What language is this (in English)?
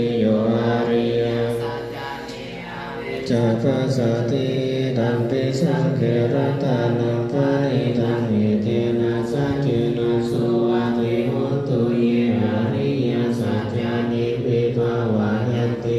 Pali